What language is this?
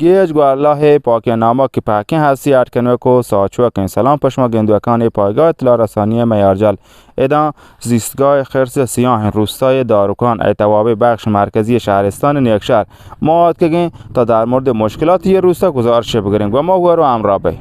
Baluchi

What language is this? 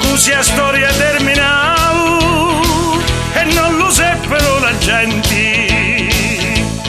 Sicilian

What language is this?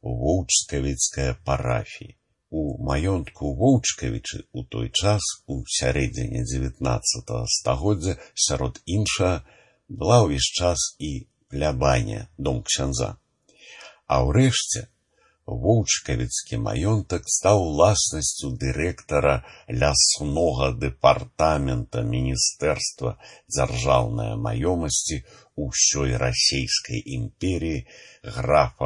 Belarusian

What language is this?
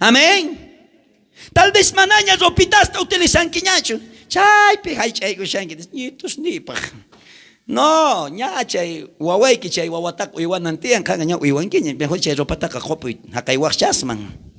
South Bolivian Quechua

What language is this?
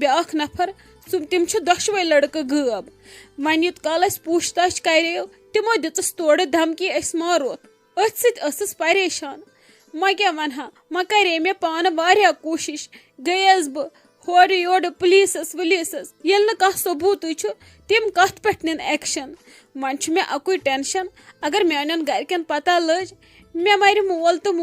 Kashmiri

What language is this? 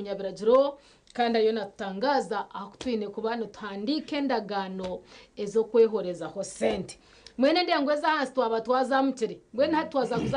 Nyankole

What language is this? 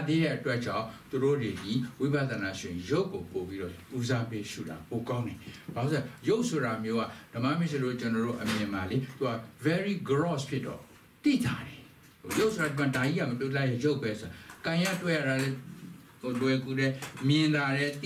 Burmese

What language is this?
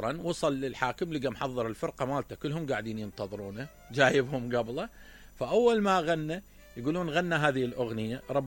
Mesopotamian Arabic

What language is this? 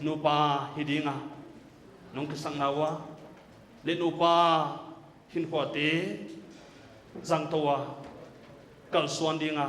Paite Chin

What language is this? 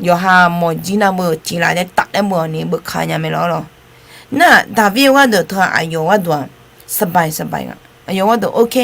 Akha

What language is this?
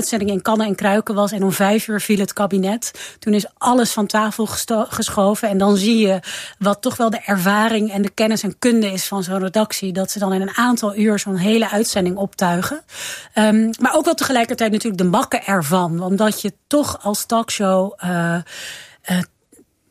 Dutch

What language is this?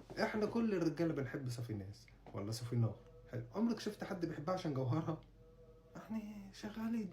Egyptian Arabic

